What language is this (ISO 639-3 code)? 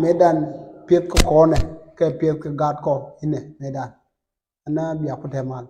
nus